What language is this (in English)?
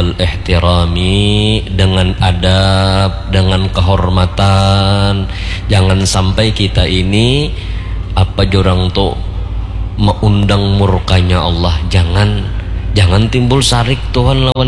Banjar